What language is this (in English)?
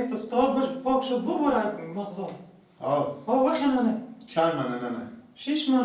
Persian